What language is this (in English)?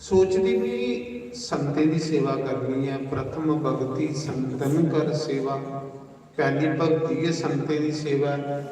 Dogri